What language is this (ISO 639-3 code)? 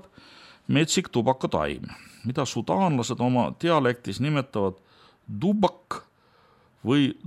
est